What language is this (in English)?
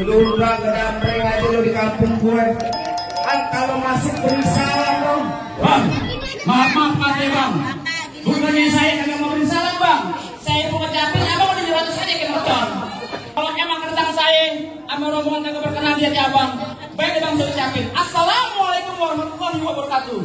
Betawi